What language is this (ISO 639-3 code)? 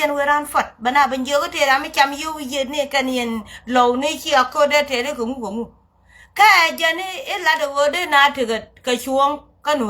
nus